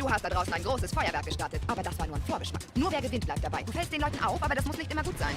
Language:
Bavarian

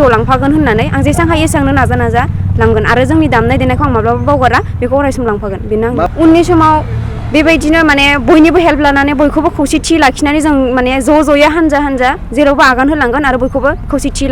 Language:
Bodo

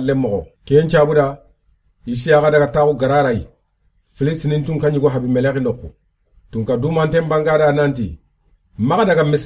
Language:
Soninke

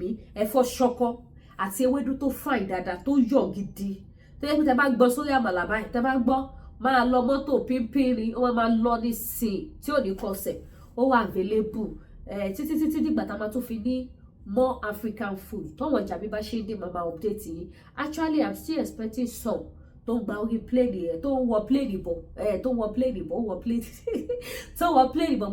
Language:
Yoruba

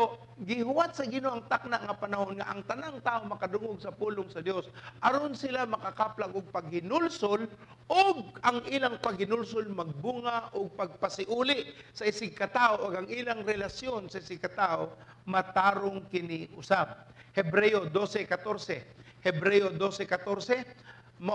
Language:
Cebuano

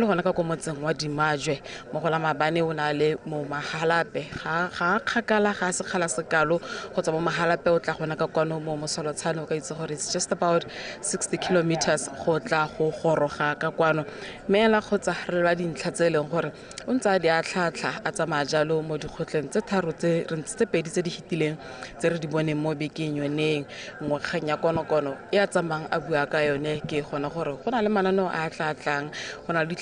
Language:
Tswana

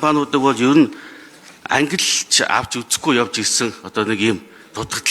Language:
Mongolian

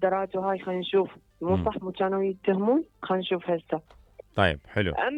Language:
Mesopotamian Arabic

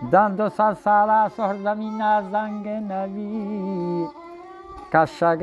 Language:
Baluchi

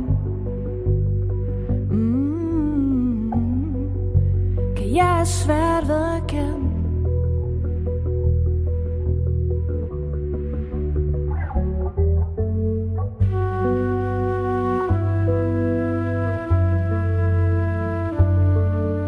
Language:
Danish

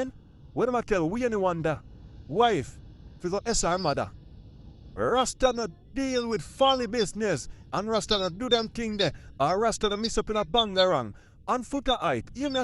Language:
Jamaican Creole English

